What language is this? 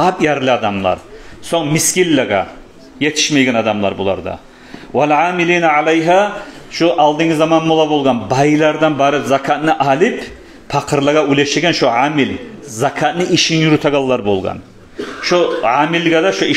Kumyk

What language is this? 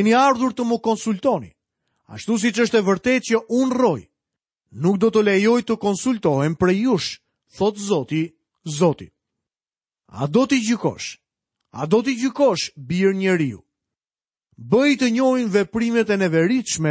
Albanian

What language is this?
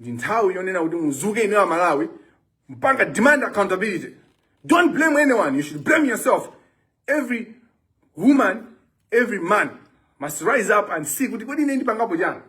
Nyanja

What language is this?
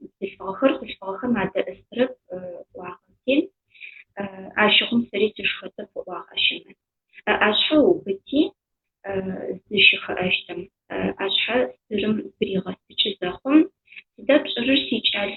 Adyghe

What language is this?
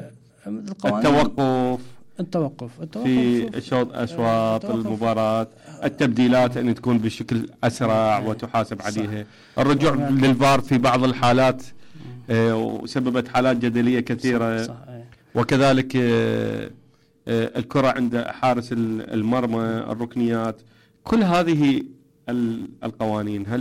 Mesopotamian Arabic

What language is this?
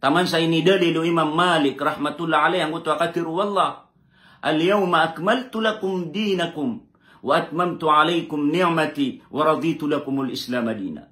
Maranao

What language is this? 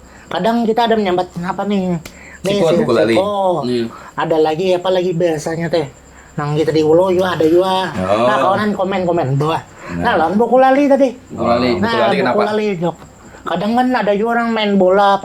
Banjar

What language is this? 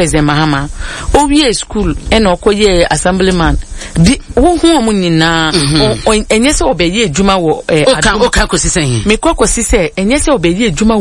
Akan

